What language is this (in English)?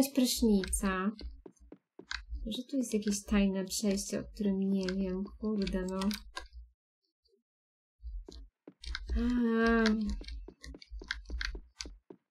Polish